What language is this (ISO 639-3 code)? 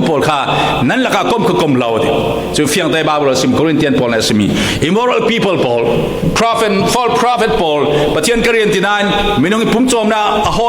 cfm